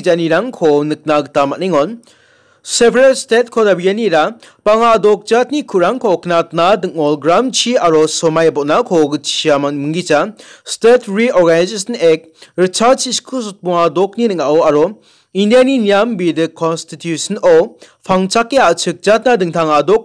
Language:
Garo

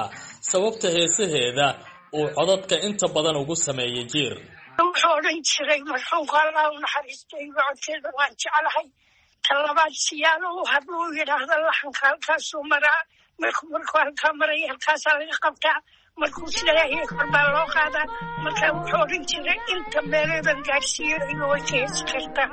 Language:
Somali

